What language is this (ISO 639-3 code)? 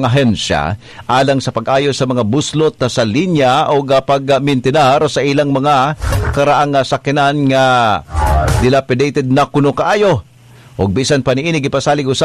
ceb